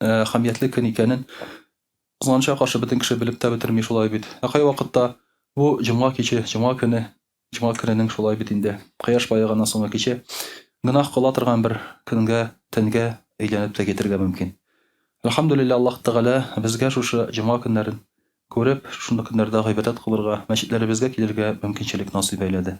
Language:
Tatar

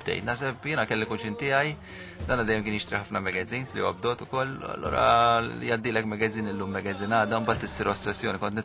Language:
Maltese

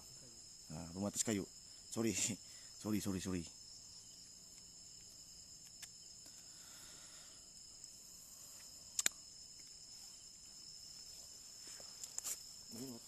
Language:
Malay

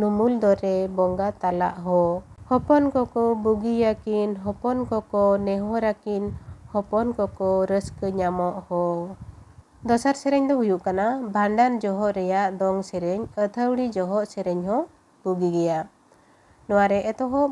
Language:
Santali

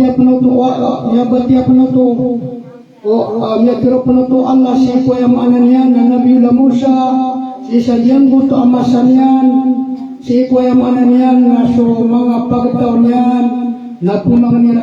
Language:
Maranao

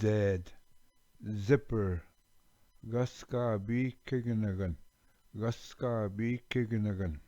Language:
Ojibwa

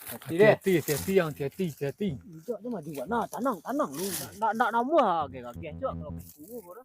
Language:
Minangkabau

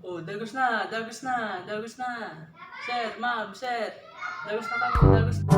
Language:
Bikol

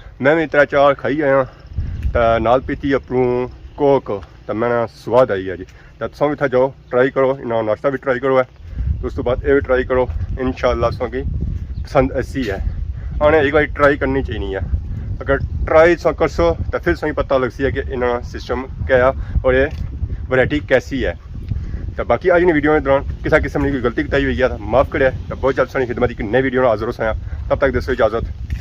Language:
Pahari-Potwari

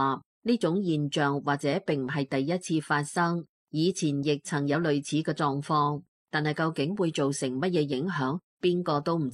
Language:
Cantonese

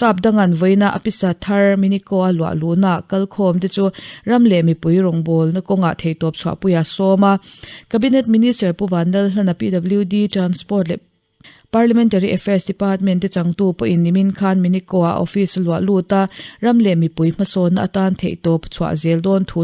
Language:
Mizo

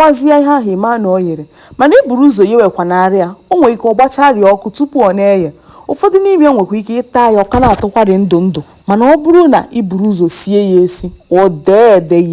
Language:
Igbo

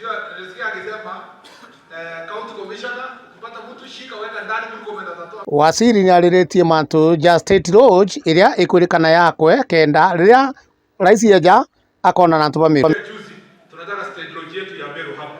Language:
Meru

